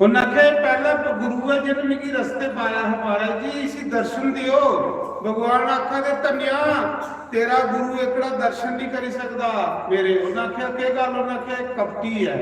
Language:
Dogri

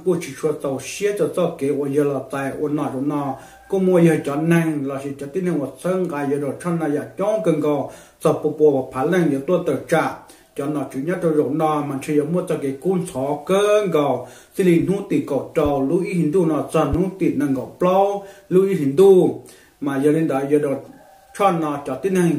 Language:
Hmong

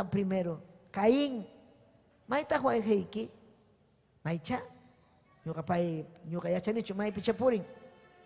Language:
Ayacucho Quechua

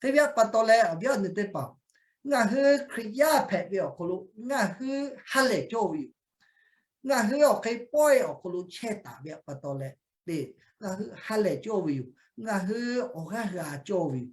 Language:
Lahu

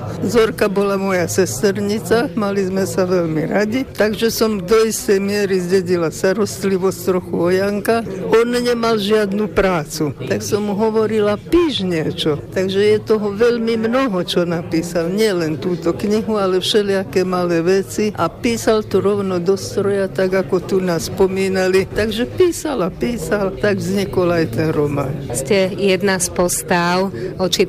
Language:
Slovak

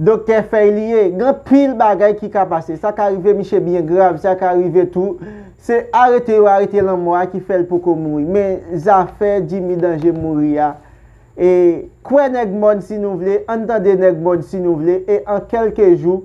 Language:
Haitian Creole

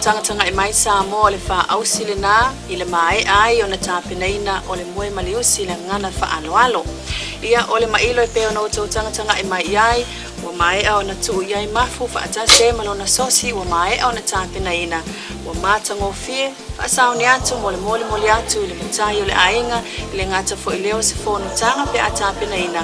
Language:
Samoan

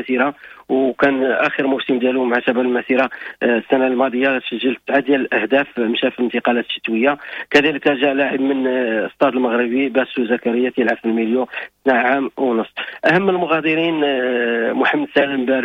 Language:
Moroccan Arabic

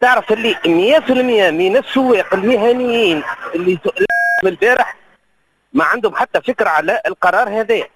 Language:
Tunisian Arabic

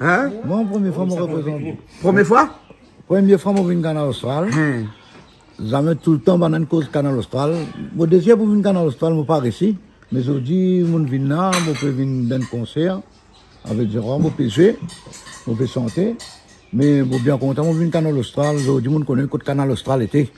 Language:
Réunion Creole French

